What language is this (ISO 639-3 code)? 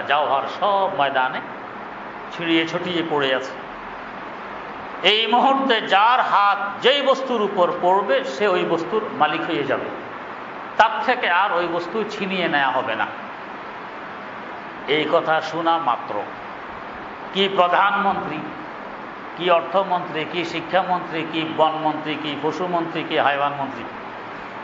ben